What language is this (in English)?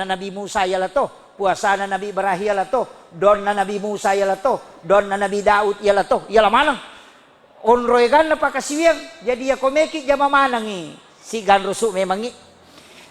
Buginese